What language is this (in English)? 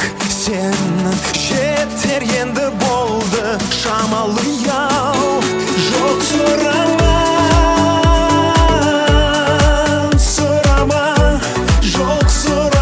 Kazakh